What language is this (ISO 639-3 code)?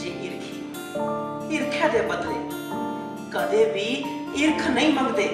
doi